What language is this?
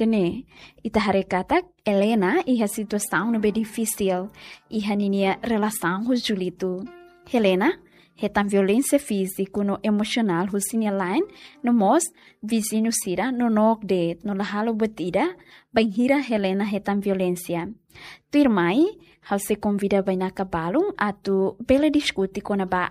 Tetum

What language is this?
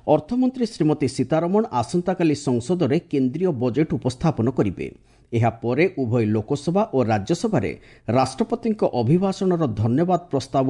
Odia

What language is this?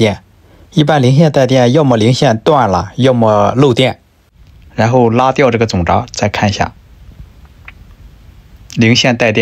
Chinese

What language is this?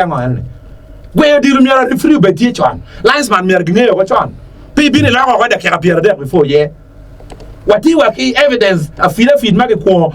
Acoli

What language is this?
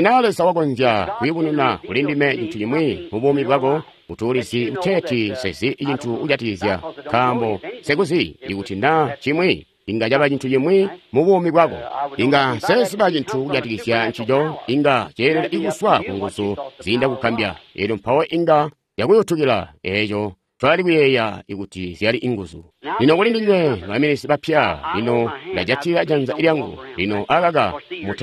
Tonga (Zambia)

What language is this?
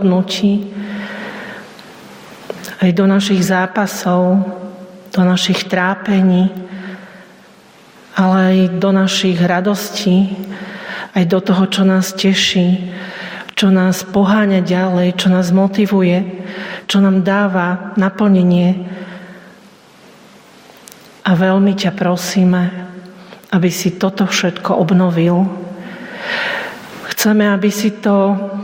Slovak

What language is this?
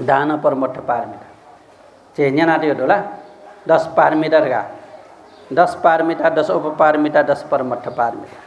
Newari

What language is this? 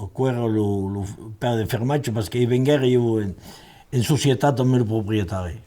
Occitan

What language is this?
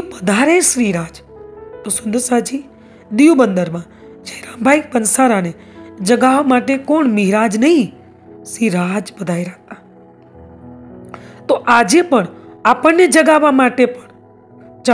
Gujarati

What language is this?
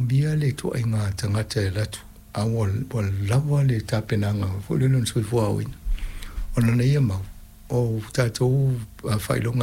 Samoan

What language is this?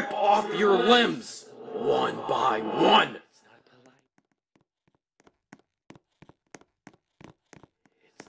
English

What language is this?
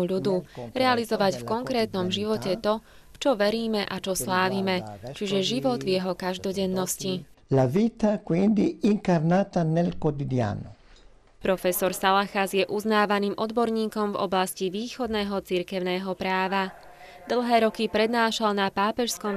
Slovak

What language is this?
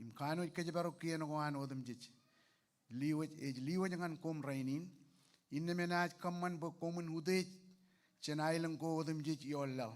Marshallese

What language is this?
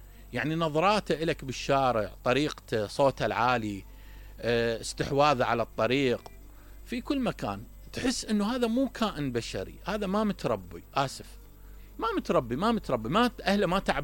Mesopotamian Arabic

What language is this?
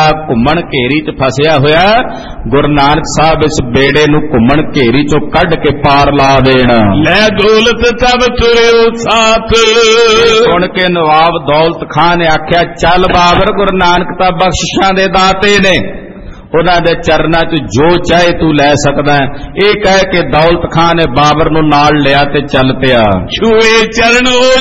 Punjabi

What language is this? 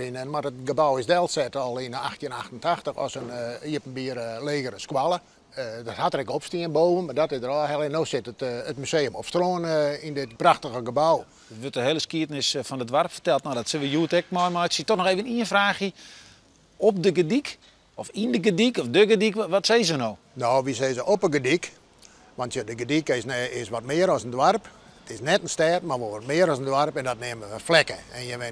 Western Frisian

